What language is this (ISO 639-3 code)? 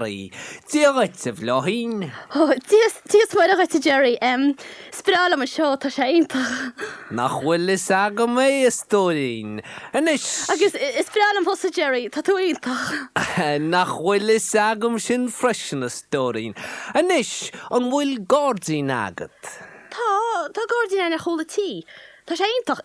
gle